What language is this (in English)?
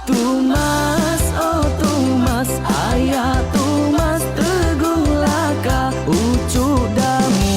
Iban